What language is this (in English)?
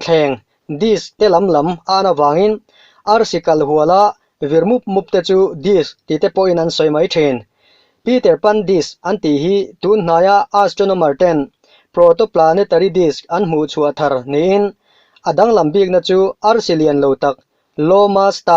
Mizo